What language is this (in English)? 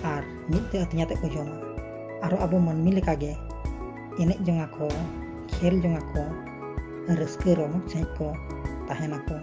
Santali